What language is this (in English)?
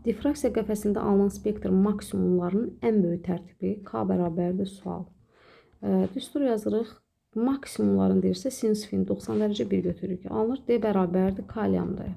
Azerbaijani